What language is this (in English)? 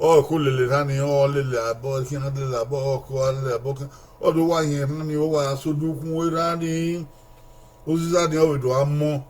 Bini